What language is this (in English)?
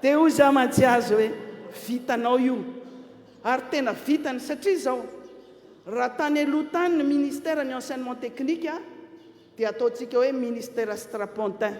Malagasy